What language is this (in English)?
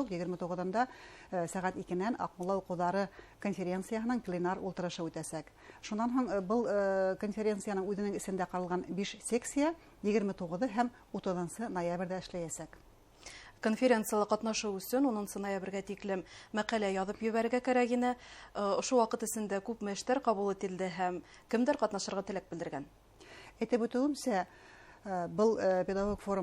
Bashkir